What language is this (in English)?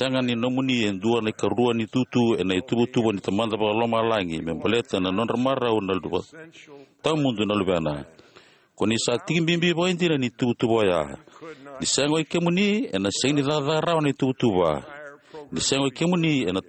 Fijian